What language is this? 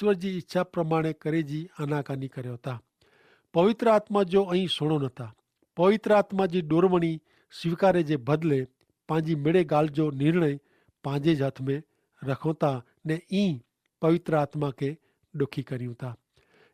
Kachhi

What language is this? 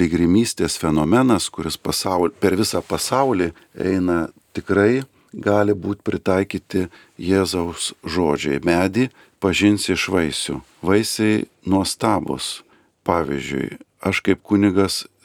Lithuanian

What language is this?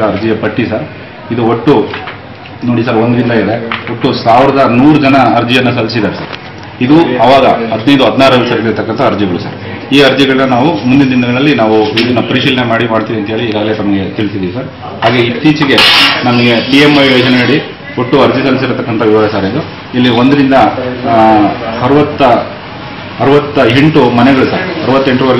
Kannada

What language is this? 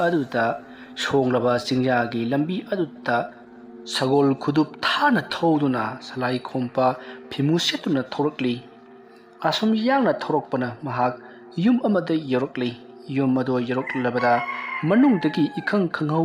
Manipuri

